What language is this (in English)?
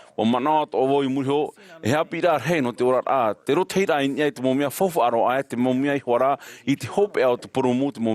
Tahitian